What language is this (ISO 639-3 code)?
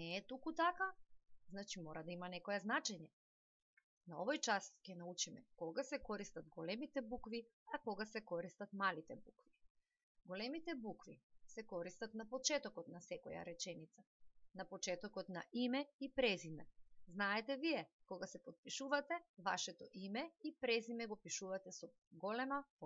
mkd